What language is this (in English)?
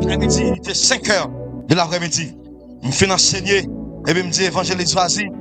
Haitian Creole